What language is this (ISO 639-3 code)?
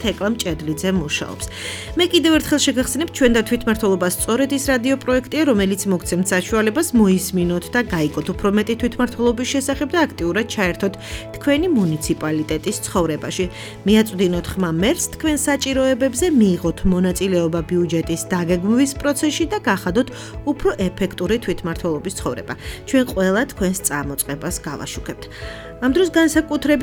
kat